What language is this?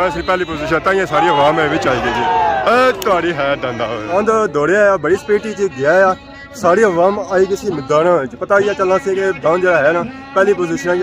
Pahari-Potwari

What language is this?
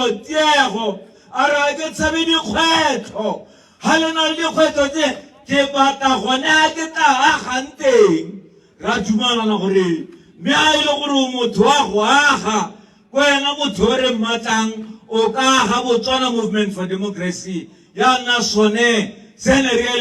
Tswana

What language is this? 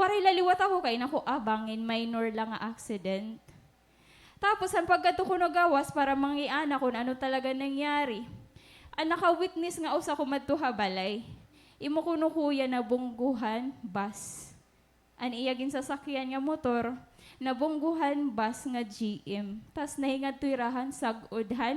Waray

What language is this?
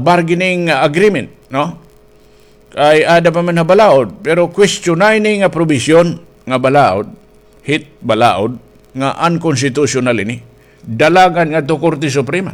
Waray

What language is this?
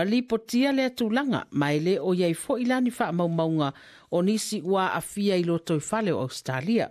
Samoan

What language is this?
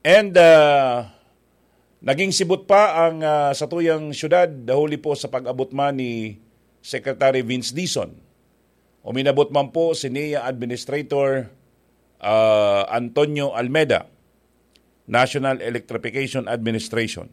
Bikol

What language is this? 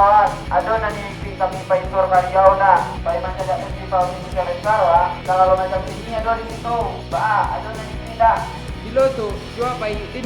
Minangkabau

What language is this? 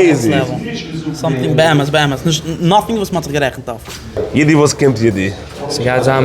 Yiddish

